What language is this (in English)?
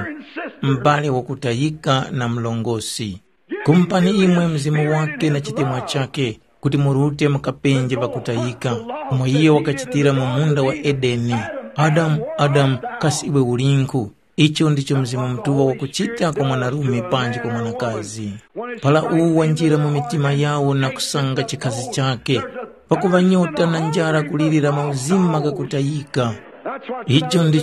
Tumbuka